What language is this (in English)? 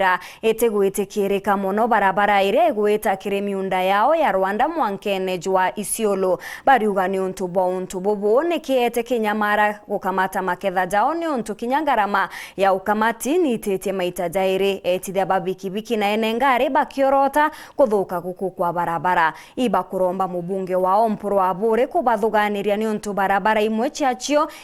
Meru